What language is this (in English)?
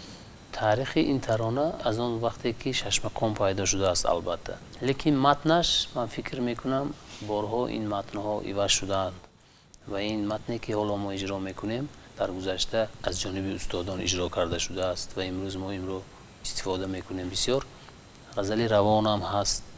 Tajik